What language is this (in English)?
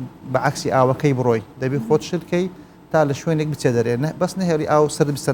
Central Kurdish